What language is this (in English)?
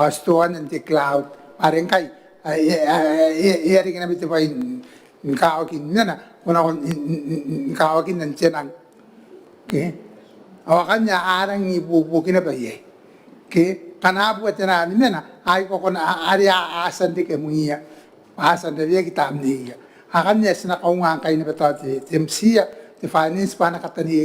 Gilbertese